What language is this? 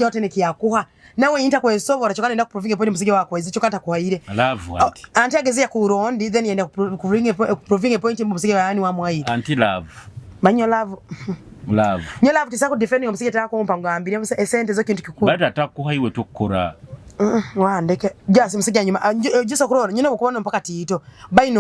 Nyoro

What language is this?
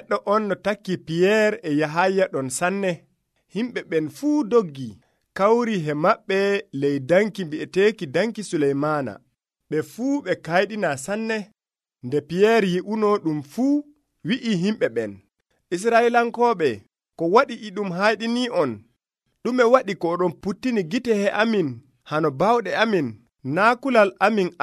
Nigerian Fulfulde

